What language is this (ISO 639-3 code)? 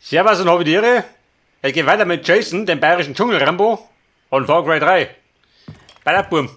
bar